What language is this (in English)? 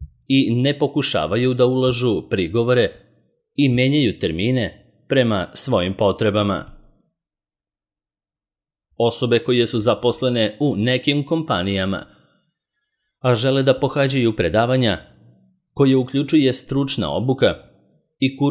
Serbian